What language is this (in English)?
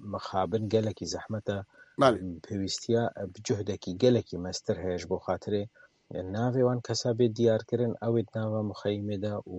Kurdish